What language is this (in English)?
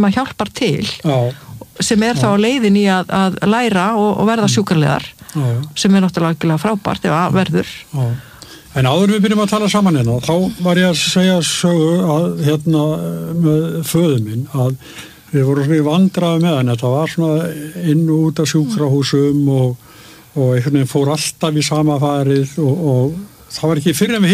Icelandic